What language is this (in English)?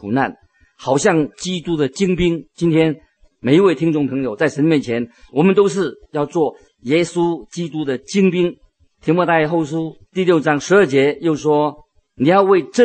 Chinese